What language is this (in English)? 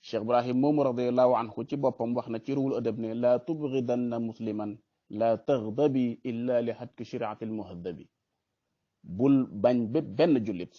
Wolof